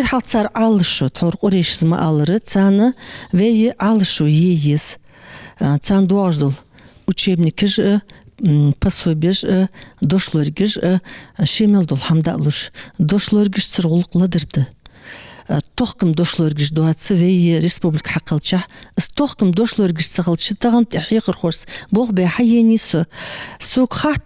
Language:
Ingush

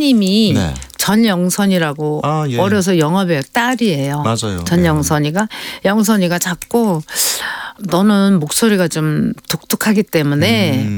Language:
Korean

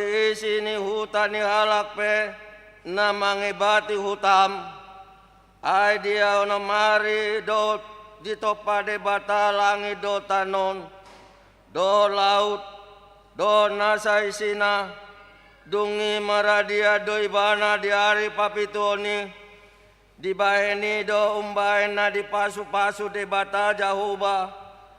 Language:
Batak Toba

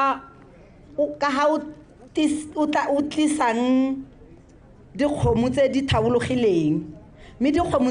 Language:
Tswana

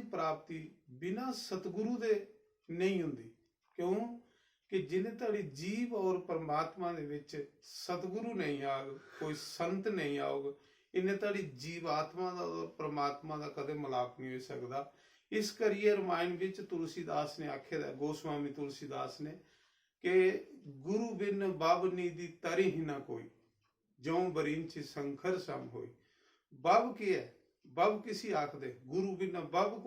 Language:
Dogri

